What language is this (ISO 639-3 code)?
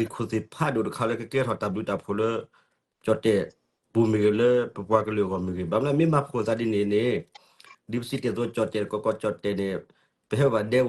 ksw